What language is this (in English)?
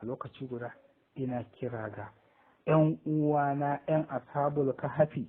Hausa